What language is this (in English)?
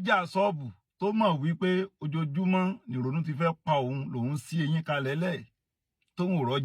Yoruba